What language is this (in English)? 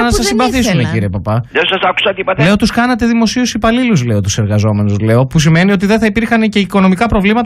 Greek